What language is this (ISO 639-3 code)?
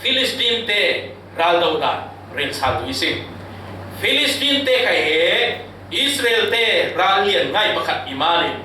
cfm